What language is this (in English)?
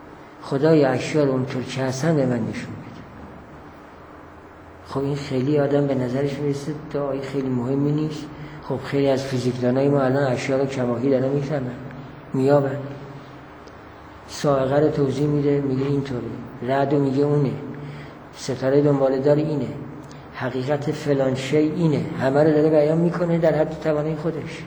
Persian